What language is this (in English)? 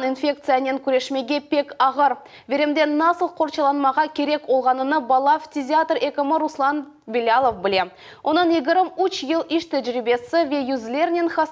Crimean Tatar